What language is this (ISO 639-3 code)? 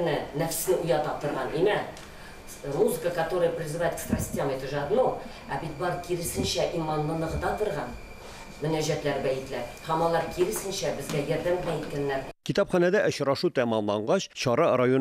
tat